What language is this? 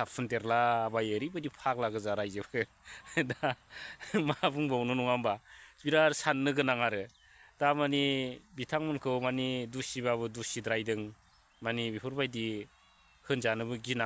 Bodo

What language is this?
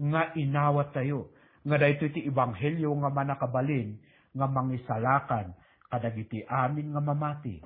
Iloko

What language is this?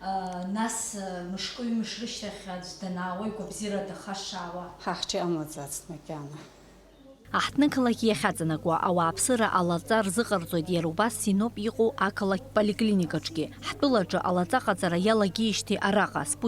Abkhazian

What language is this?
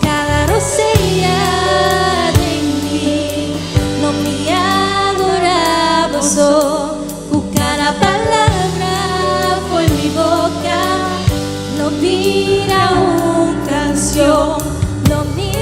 Papiamento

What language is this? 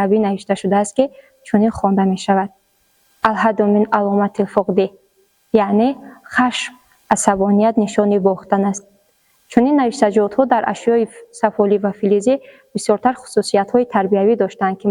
Tajik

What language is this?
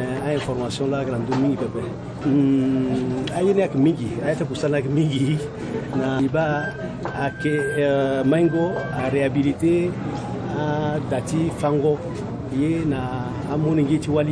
Sango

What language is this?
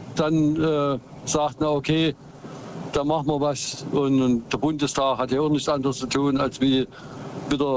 German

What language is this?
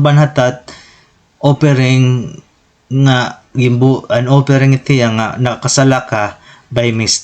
Waray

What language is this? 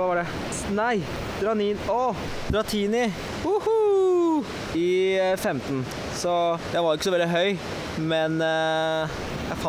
Norwegian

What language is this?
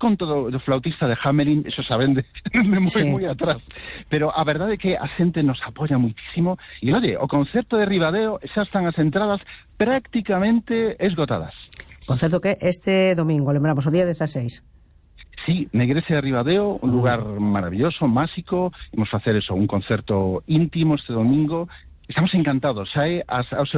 Galician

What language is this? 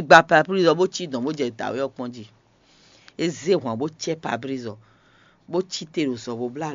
Fon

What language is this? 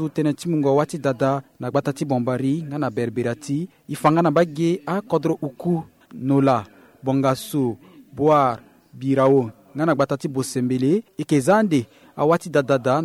Sango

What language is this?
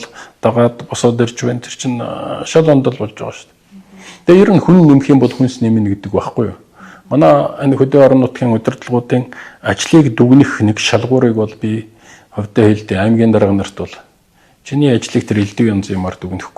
Mongolian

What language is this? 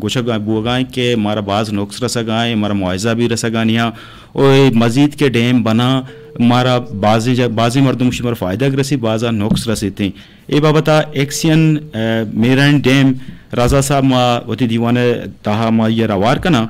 Eastern Balochi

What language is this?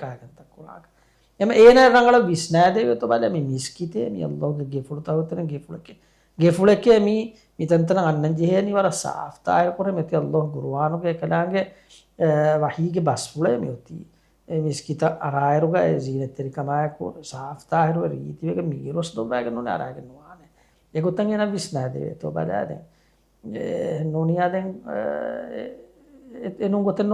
Divehi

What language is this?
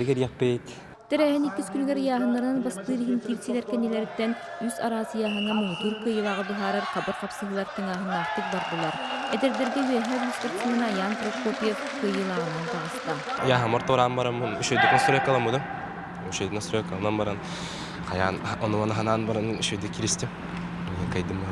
Yakut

